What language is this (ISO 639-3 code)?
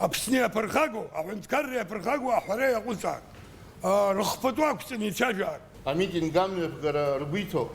abk